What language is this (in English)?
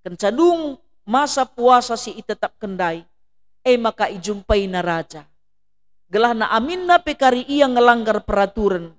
Batak Karo